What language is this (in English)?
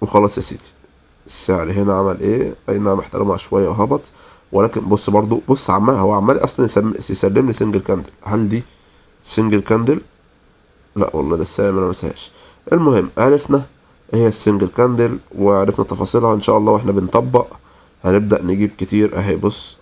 Egyptian Arabic